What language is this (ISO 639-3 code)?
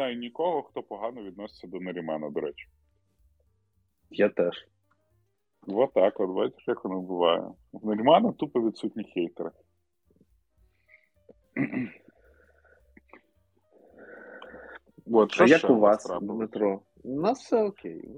ukr